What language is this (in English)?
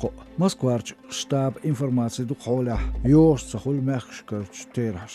Chechen